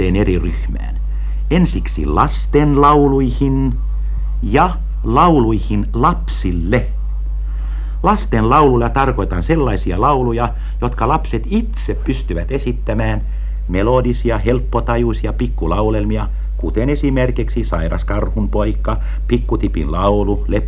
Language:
Finnish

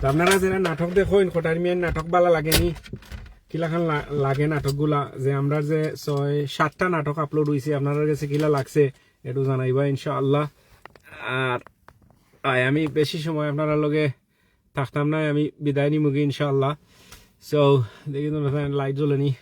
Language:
Sylheti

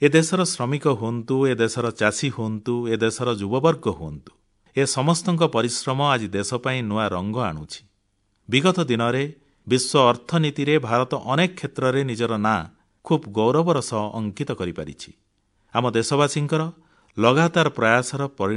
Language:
Odia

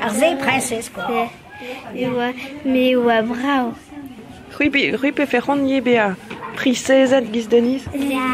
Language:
Breton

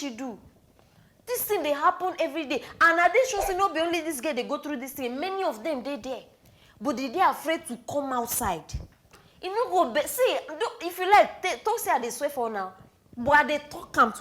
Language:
Nigerian Pidgin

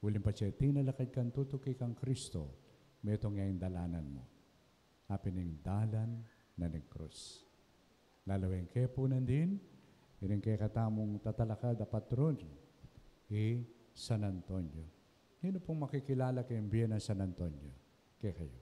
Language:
Pampanga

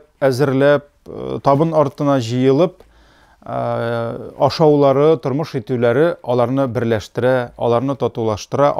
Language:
Tatar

